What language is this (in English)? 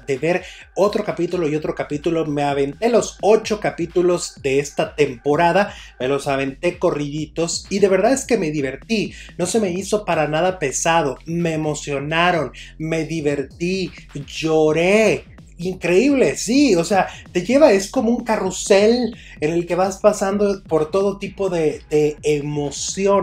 Spanish